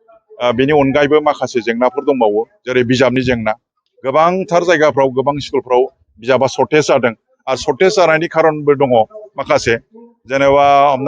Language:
Bodo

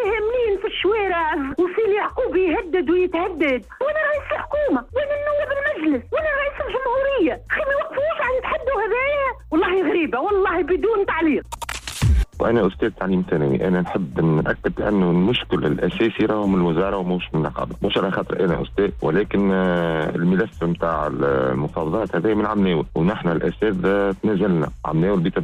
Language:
Tunisian Arabic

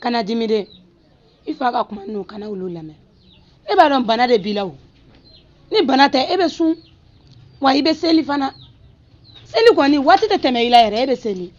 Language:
Bambara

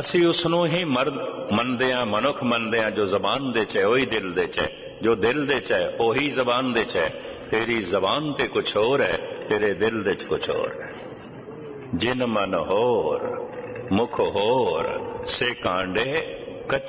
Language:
Punjabi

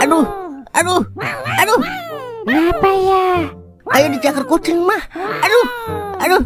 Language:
Betawi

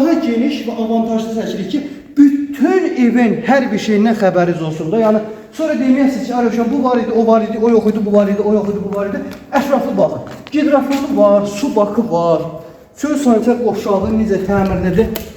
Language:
Azerbaijani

